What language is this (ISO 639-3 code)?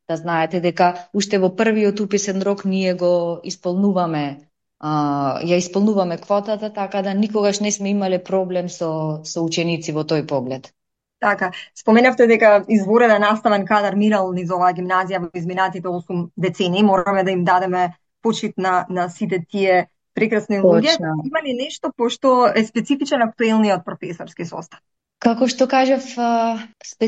mkd